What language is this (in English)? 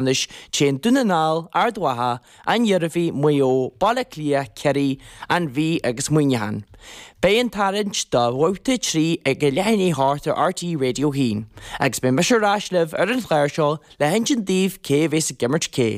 Irish